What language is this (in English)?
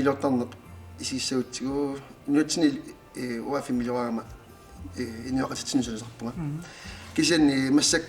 Kalaallisut